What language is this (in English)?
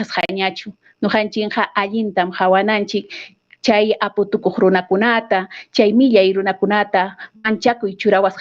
Ayacucho Quechua